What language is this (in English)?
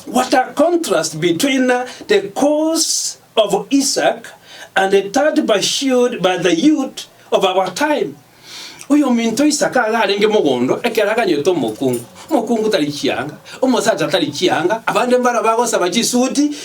Gusii